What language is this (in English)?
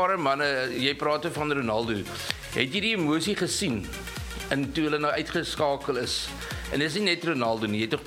Afrikaans